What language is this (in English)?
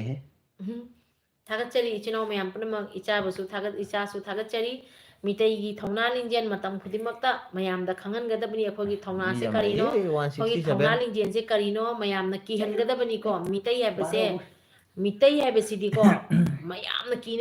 Manipuri